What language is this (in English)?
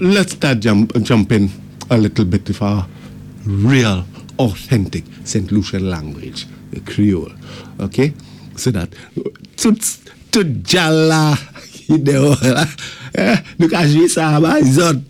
Saint Lucian Creole French